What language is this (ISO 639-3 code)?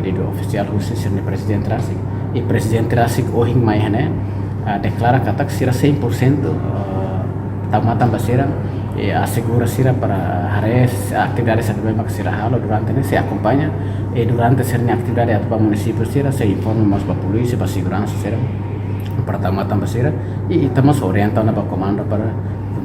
tet